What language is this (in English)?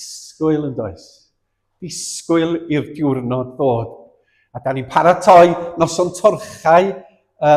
Welsh